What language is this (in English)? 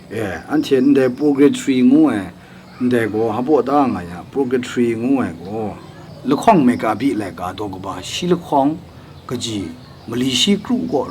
Kachin